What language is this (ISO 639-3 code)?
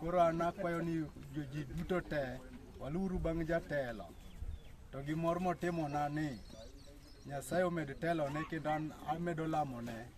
luo